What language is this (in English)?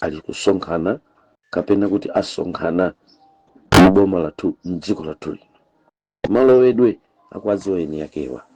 Nyanja